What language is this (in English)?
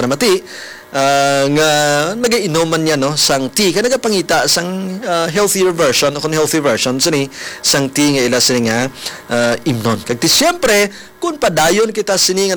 Hiligaynon